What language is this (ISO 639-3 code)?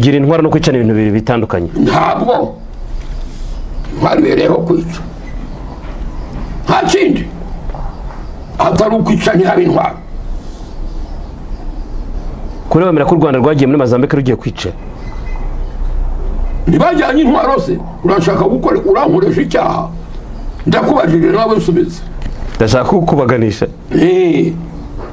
kin